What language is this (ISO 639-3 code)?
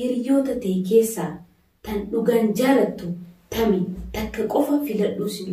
orm